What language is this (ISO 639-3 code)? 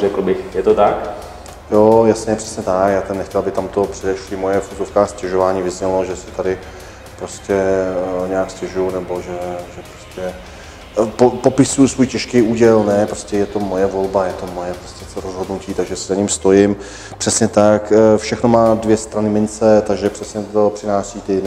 ces